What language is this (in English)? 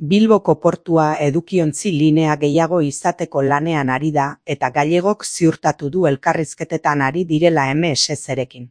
Basque